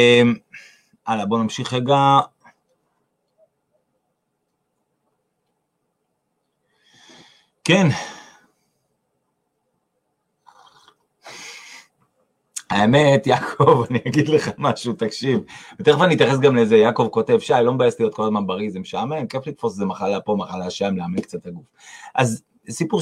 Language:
Hebrew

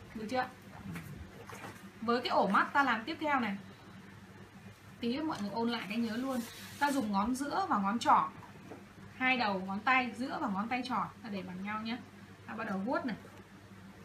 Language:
Vietnamese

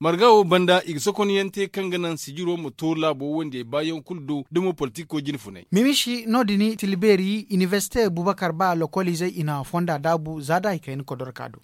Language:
Zarma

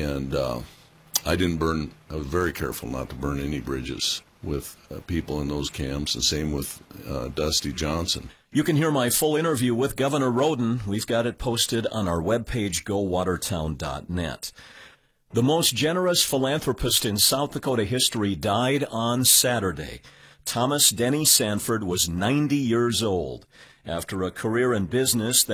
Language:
English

